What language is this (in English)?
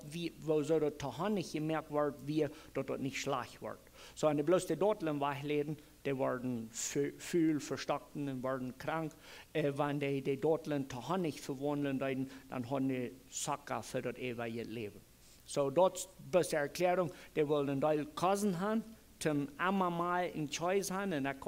Plautdietsch